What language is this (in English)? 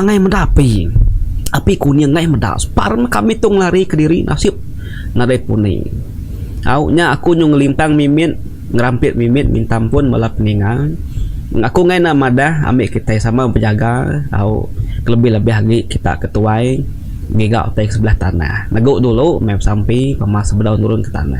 Iban